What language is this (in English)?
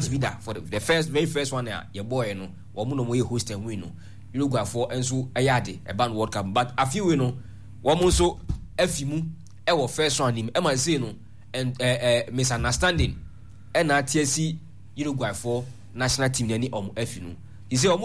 Akan